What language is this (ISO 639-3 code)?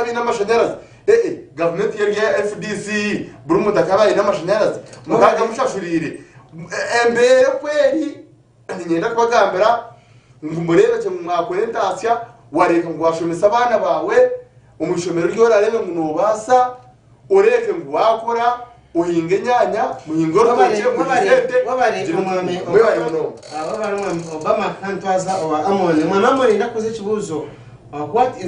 nyn